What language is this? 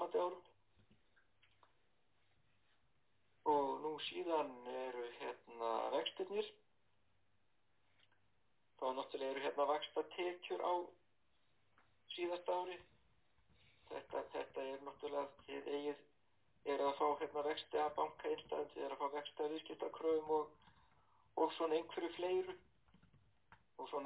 Icelandic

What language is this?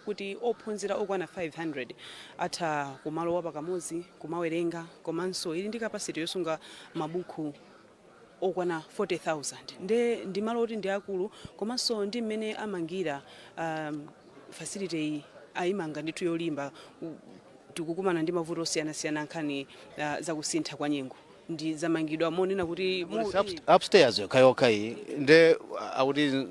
Nyanja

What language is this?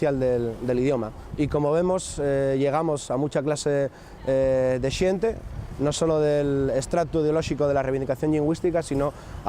Asturian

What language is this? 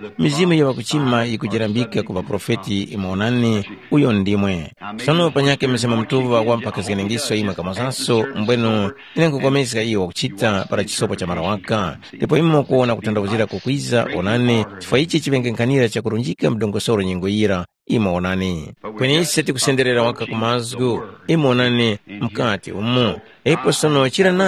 Tumbuka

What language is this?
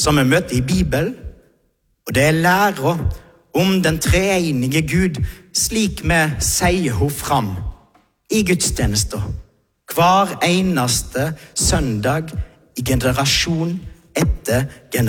Norwegian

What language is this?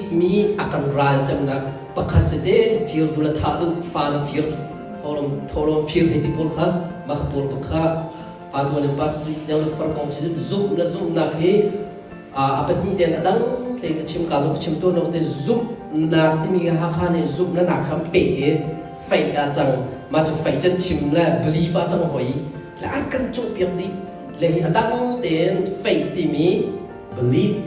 Hakha Chin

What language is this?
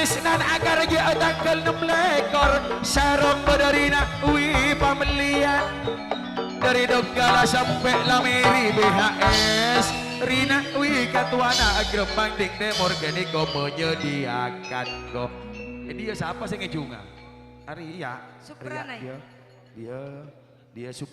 Madurese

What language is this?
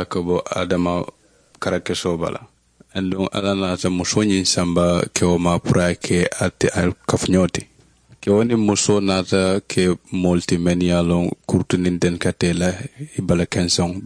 Mandingo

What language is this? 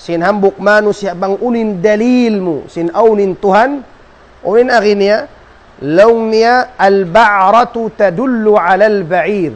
Tausug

